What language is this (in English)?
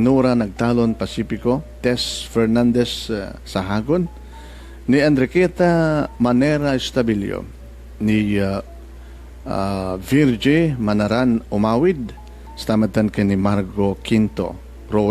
Iloko